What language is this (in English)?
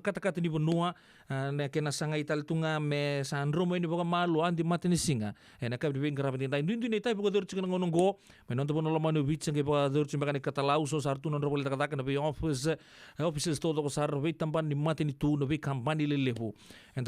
Fijian